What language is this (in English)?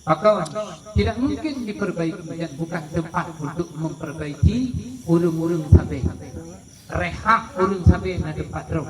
Achinese